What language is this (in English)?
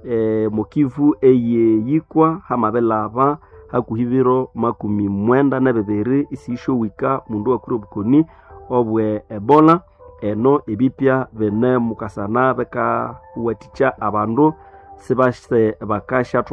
Nande